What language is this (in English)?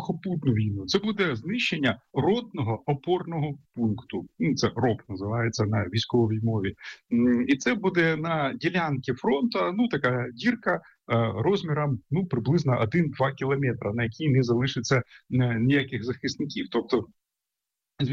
Ukrainian